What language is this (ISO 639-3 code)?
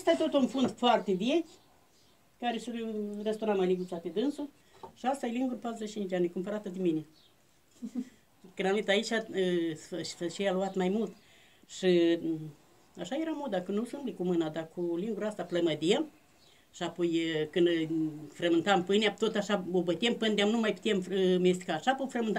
ron